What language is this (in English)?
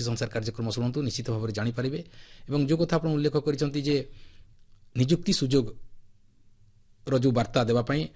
Odia